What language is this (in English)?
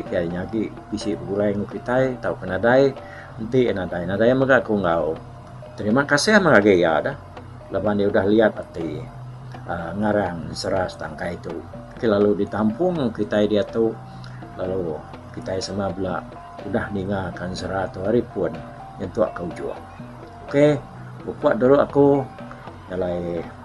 Iban